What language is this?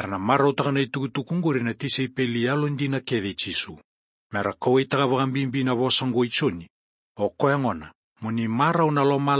Fijian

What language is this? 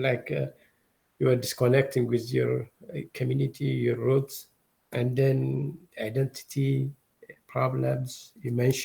English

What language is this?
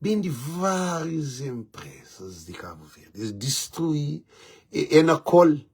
Kabuverdianu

